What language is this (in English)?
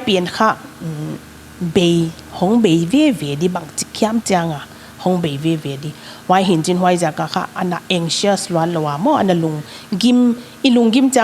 Paite Chin